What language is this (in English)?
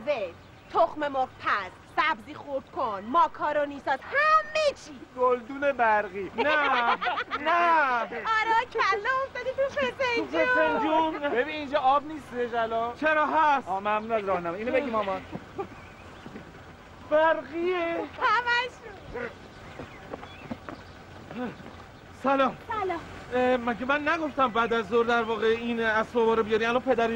Persian